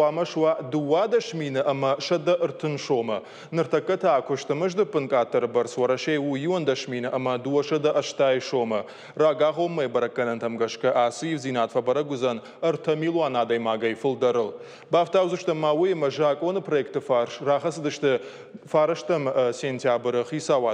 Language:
Ossetic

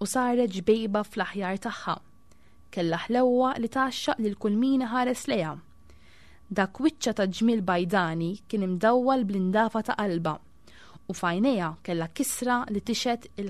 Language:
Maltese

